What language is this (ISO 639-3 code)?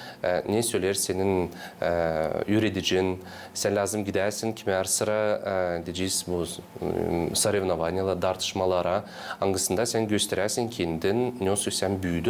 gag